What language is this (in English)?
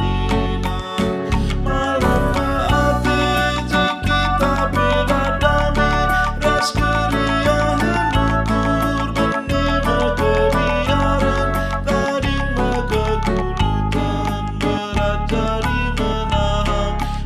Batak Karo